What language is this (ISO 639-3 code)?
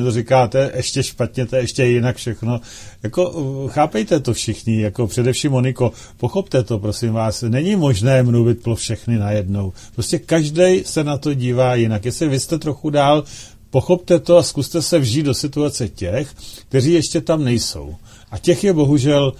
ces